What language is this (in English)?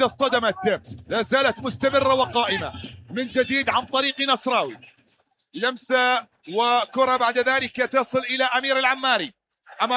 Mesopotamian Arabic